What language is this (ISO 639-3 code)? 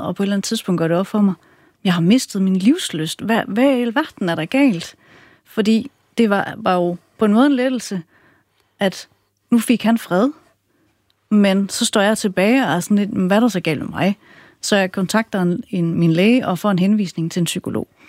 dan